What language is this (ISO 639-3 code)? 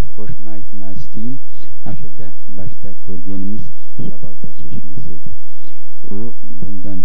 crh